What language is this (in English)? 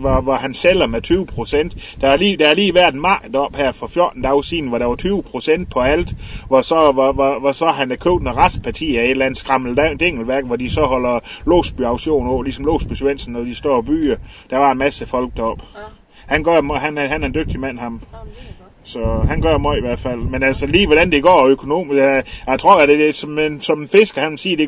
Danish